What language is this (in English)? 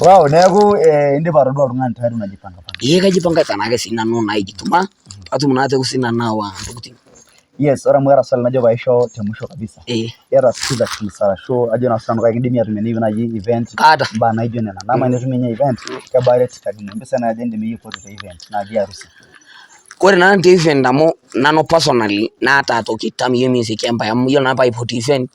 Masai